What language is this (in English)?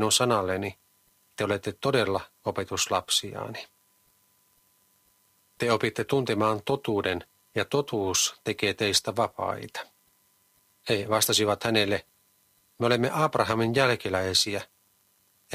Finnish